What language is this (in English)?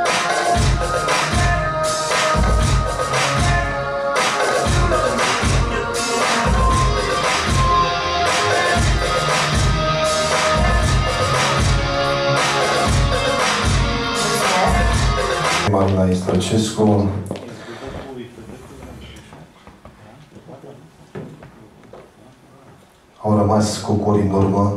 Romanian